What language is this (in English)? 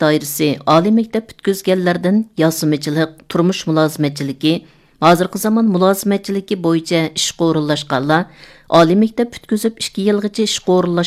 Uyghur